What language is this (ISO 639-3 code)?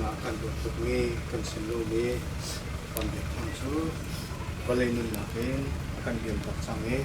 cnh